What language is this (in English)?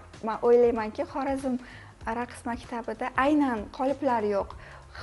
Uzbek